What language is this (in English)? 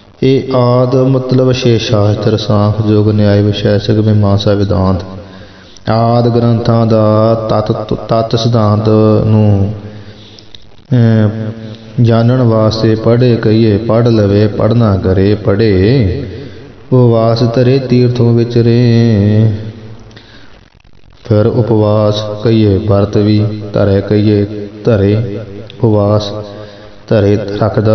Punjabi